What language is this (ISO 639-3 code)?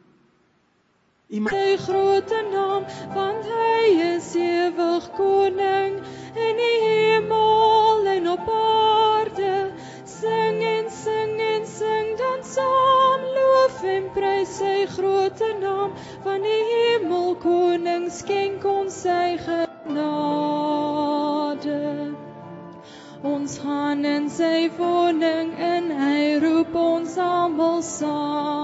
afr